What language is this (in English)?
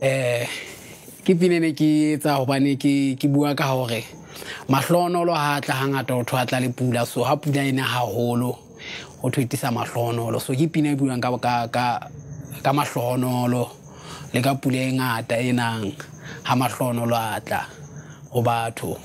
Southern Sotho